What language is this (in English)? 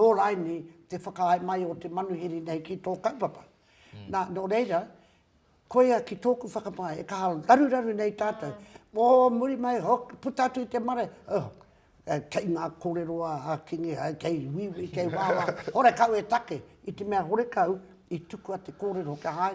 Māori